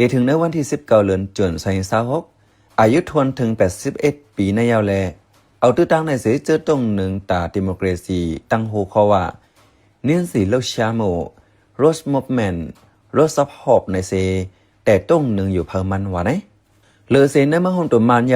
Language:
Shan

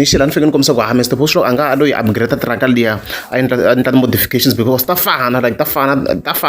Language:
Tsonga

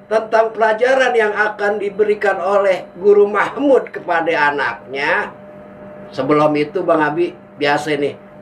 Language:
Betawi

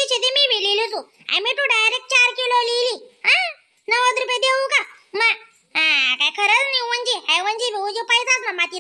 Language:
Khandesi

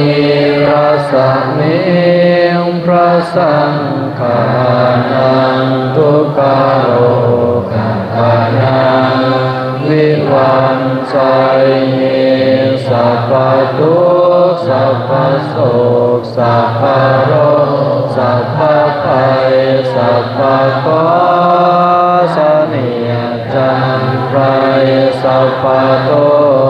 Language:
Pali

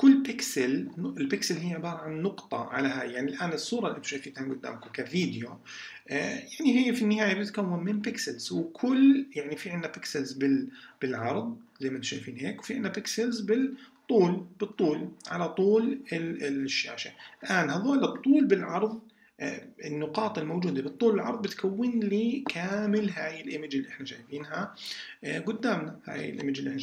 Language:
South Levantine Arabic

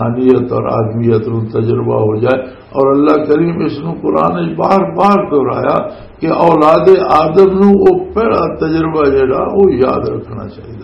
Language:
Western Panjabi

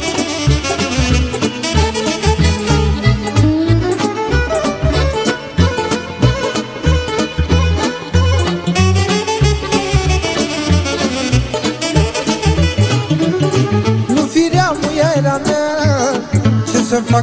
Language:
Romanian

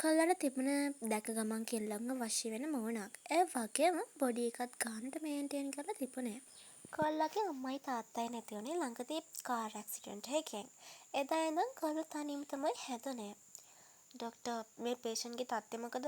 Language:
Sinhala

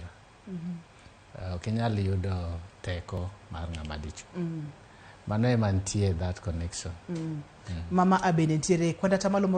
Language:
Luo (Kenya and Tanzania)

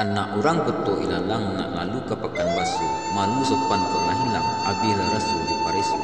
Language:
Minangkabau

